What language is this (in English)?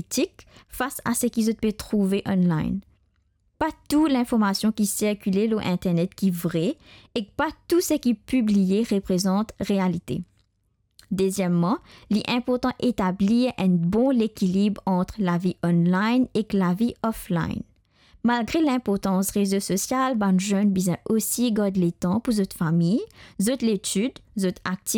Morisyen